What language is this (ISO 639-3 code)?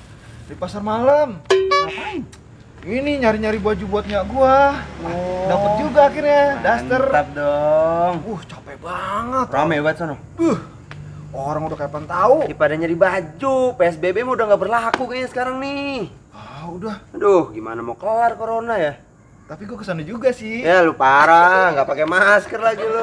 bew